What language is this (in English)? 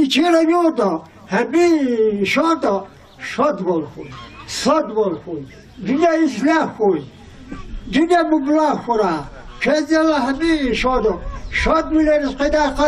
Lezghian